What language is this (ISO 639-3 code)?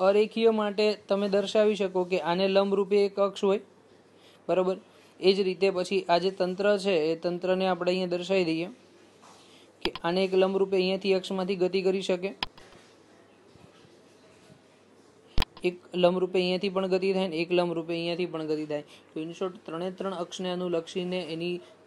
guj